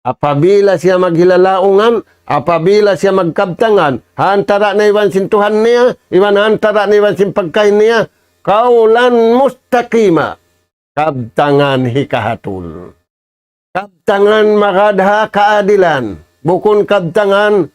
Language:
Tausug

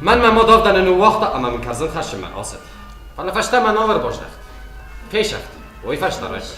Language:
Ossetic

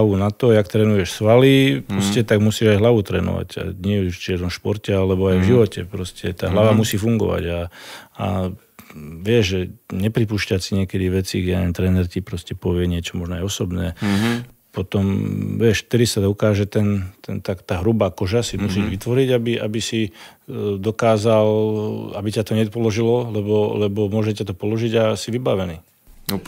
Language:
Slovak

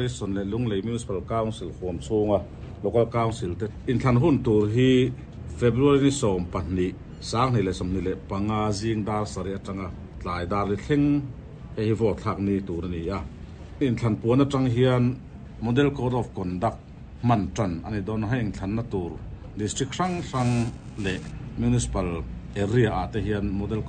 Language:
Mizo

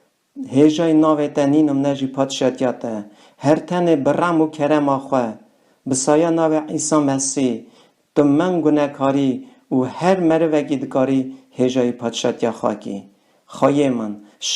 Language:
Kurdish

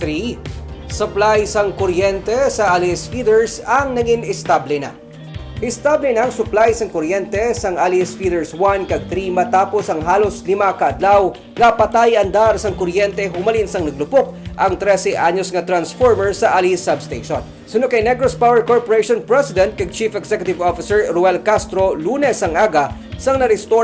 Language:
Hiligaynon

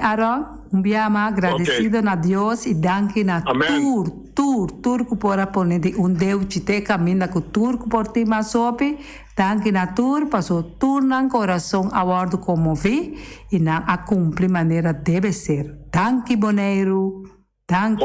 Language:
Papiamento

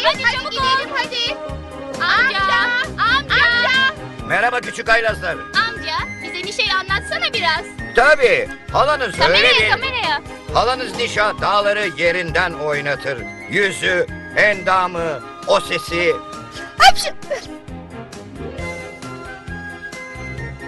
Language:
Turkish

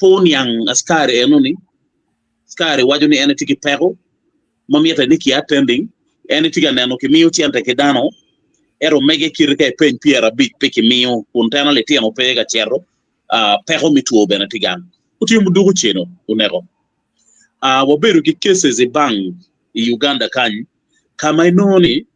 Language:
Acoli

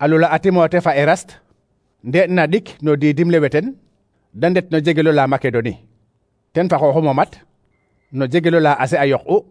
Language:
Serer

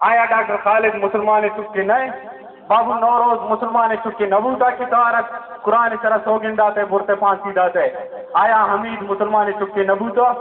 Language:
Baluchi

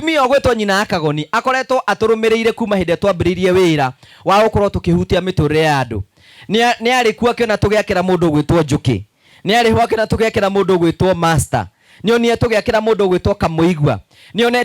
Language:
Kikuyu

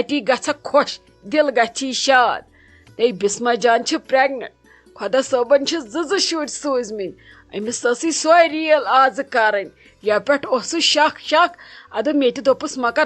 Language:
Kashmiri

